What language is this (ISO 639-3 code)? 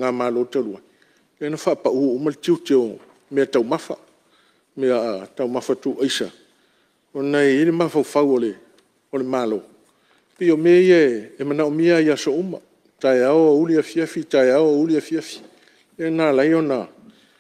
smo